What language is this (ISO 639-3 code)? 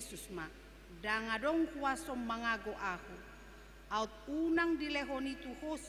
bbc